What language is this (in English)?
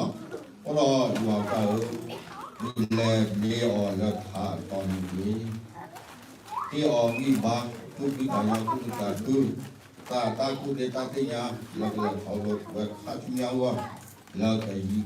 S'gaw Karen